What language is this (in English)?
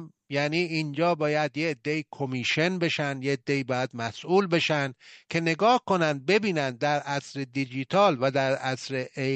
Persian